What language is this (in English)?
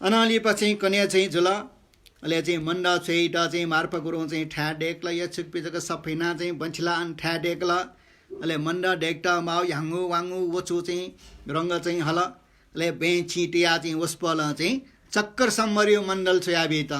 Newari